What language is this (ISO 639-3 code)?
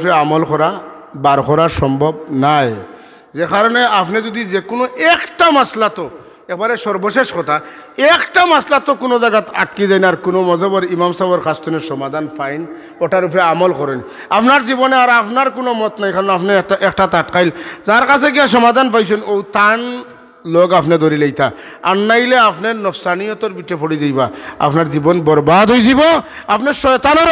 syl